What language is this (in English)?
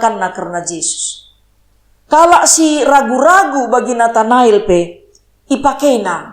Batak Karo